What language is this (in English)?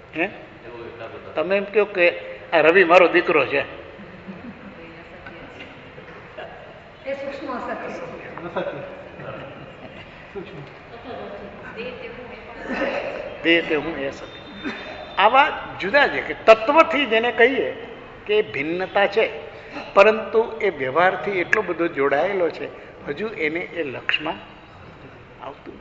Gujarati